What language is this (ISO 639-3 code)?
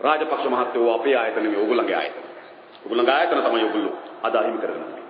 sin